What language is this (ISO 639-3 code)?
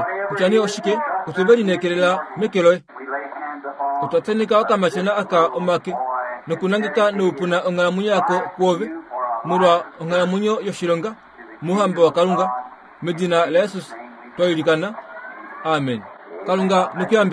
kua